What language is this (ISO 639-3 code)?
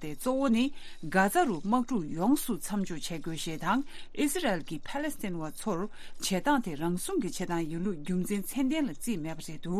bod